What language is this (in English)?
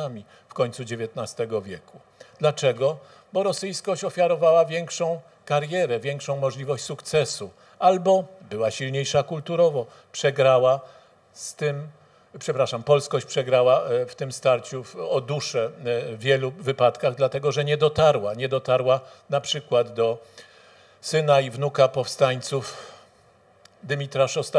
Polish